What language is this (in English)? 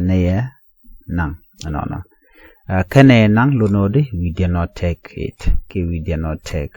Nuer